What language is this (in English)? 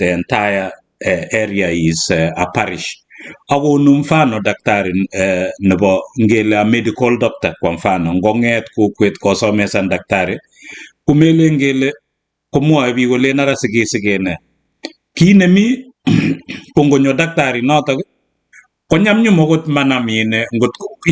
Kalenjin